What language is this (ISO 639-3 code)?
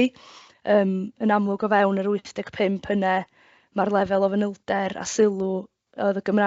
cym